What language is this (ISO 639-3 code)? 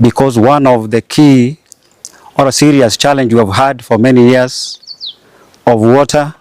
guz